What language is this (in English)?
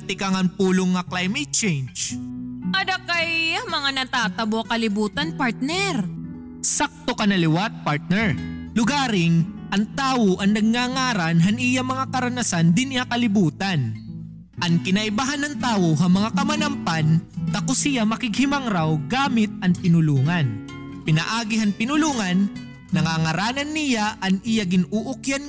Waray